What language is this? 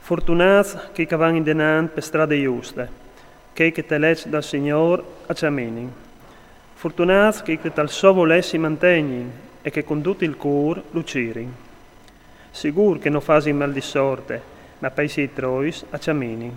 Friulian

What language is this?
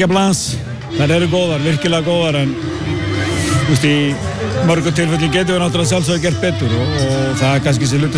Icelandic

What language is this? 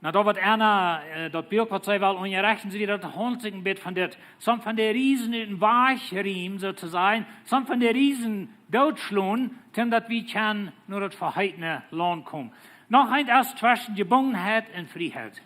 Plautdietsch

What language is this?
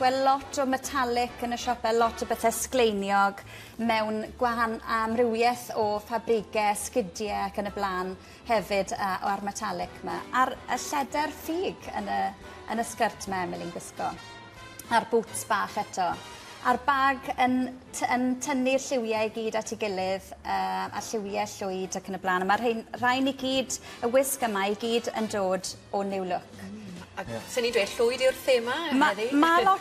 Welsh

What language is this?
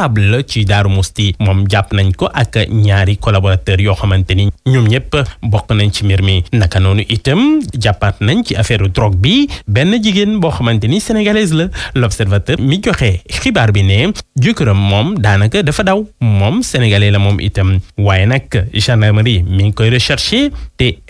Wolof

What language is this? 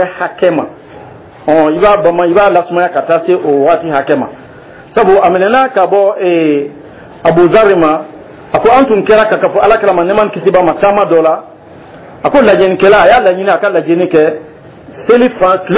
Dyula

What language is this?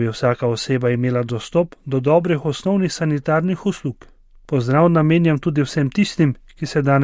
Slovenian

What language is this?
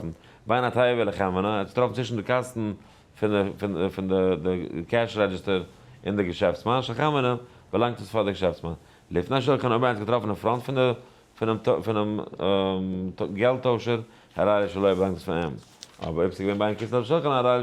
Yiddish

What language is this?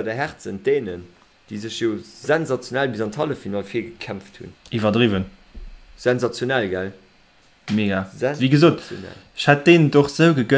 Luxembourgish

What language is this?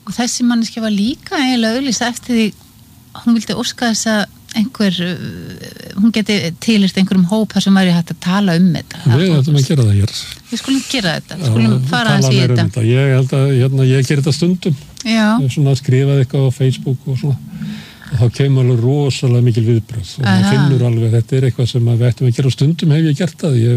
Icelandic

